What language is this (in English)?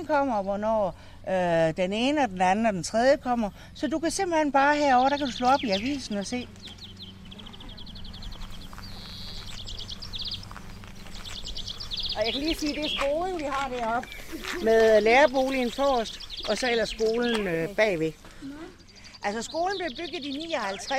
Danish